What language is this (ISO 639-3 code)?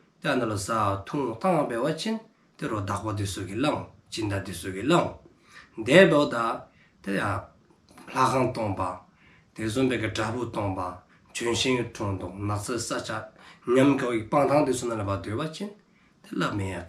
dzo